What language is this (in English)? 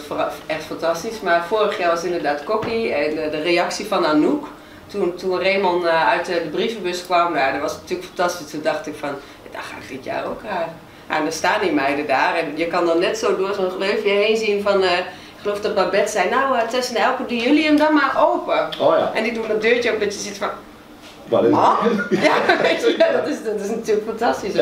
Dutch